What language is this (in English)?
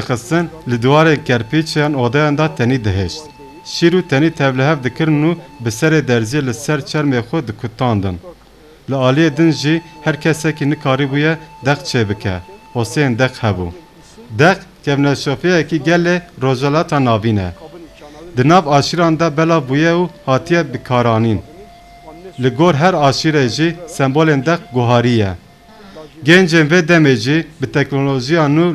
Kurdish